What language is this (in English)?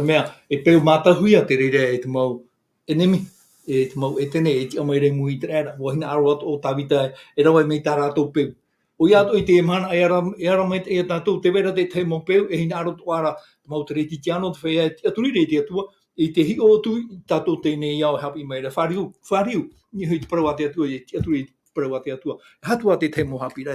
Tahitian